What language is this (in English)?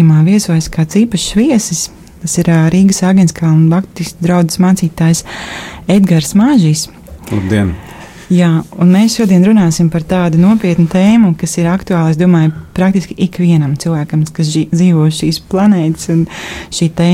Latvian